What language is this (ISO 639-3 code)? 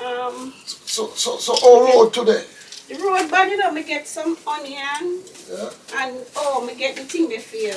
jam